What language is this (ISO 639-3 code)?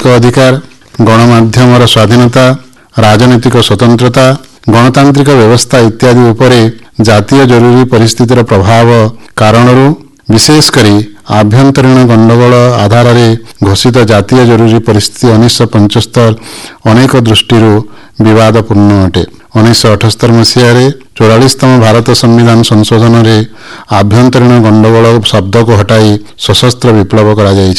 ori